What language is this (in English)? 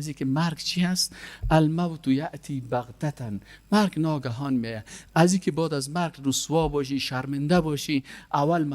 Persian